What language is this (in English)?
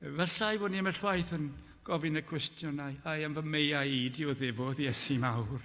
Welsh